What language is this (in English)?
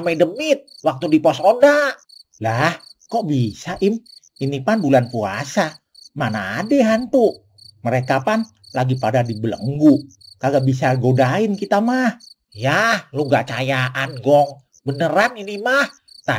Betawi